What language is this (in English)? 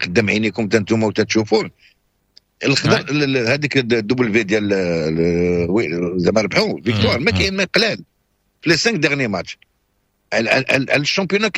Moroccan Arabic